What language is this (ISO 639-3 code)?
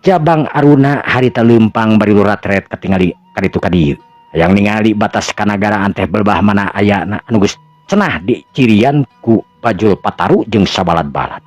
sun